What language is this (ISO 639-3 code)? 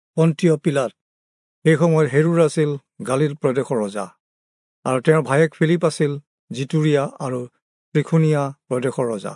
asm